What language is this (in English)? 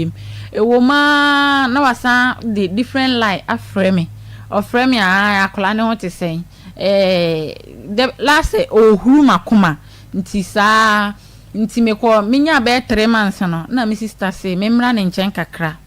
Akan